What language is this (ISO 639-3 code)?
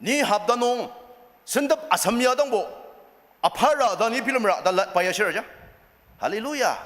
njo